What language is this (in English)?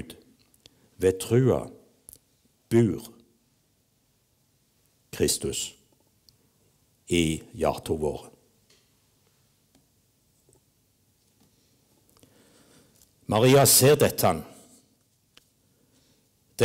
Norwegian